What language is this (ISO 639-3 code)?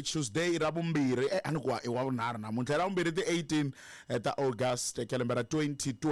tso